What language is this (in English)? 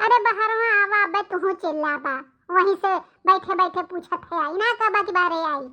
Bhojpuri